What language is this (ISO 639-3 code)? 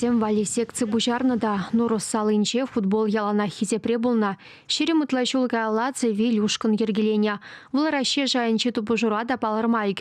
chv